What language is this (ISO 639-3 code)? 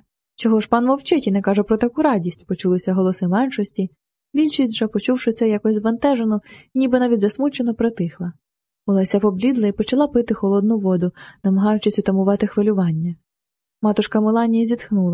ukr